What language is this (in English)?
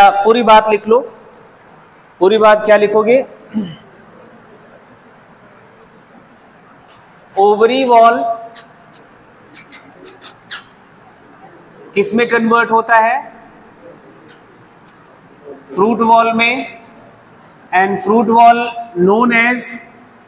Hindi